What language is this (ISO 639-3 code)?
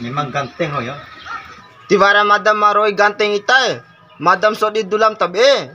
bhp